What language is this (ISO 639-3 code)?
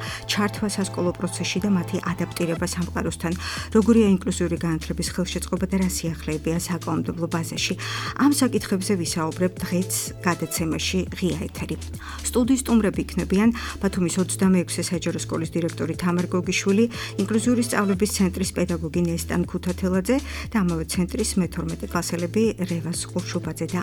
kat